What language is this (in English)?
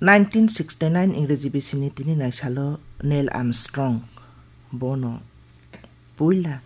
Kok Borok